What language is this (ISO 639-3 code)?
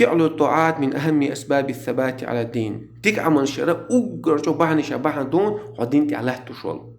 che